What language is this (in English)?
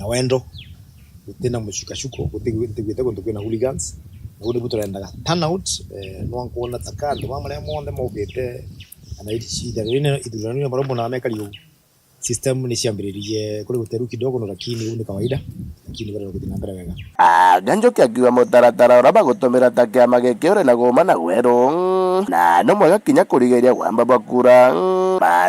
Meru